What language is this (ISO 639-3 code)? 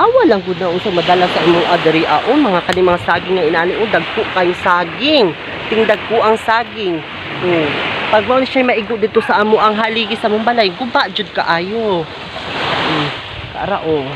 ceb